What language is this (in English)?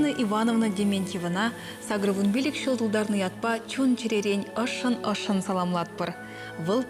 Chuvash